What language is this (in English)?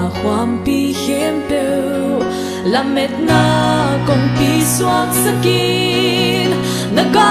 Paite Chin